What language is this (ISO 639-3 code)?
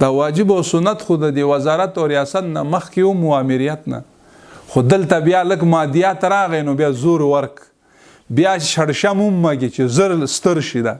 pus